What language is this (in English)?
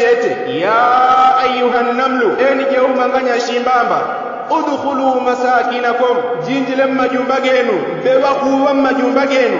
Yao